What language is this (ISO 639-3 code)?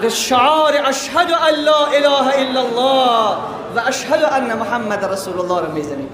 fas